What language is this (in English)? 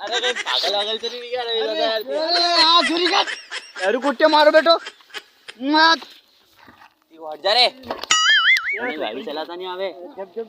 Rajasthani